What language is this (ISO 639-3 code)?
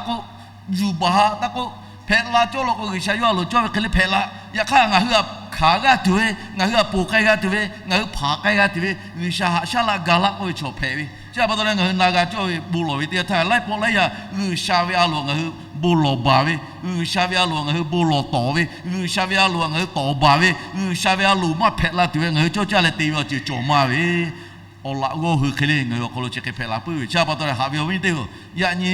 lhu